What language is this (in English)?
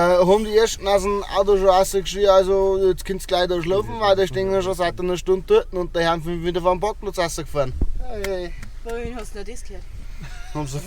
Bavarian